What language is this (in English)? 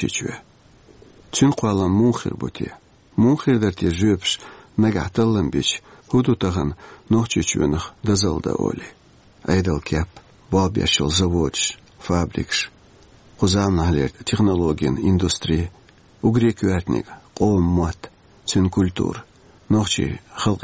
Chechen